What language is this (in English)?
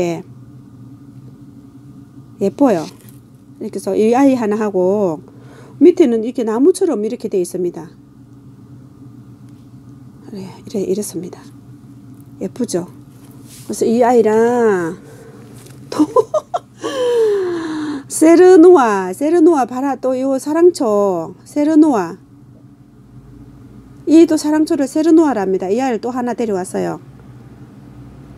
Korean